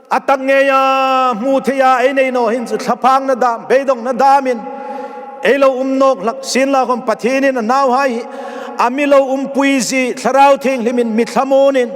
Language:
Hmar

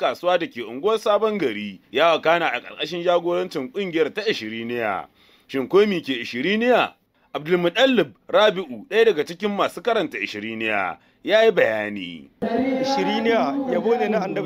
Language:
Hausa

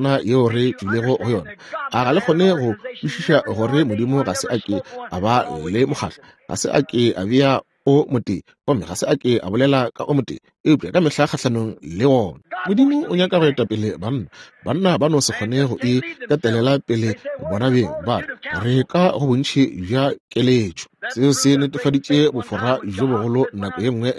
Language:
Northern Sotho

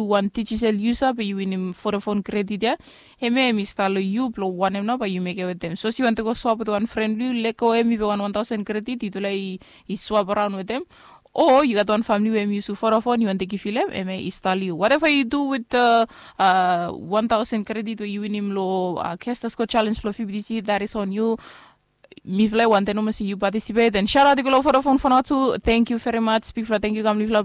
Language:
Bislama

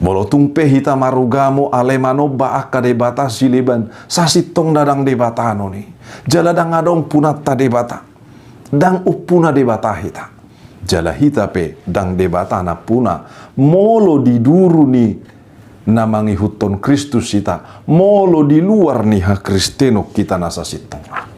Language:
Batak Toba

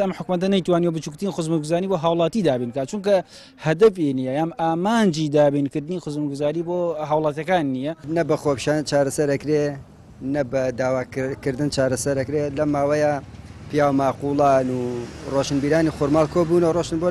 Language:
Central Kurdish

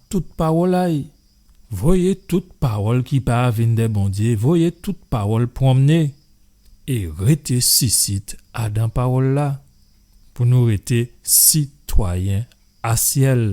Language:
Guadeloupean Creole French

